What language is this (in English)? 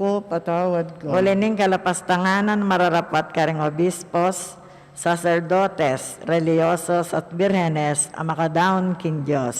Pampanga